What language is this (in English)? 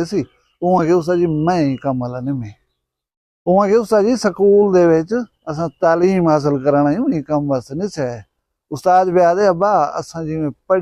Saraiki